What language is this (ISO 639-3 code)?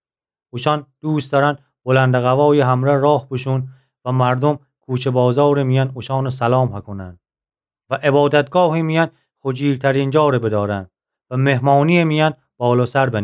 glk